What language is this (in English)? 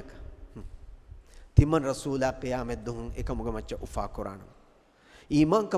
Divehi